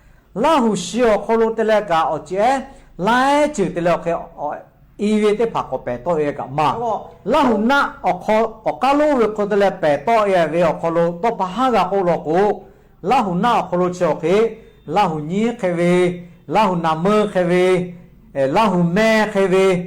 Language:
Lahu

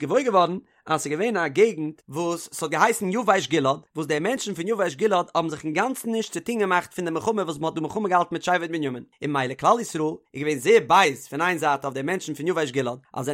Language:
Yiddish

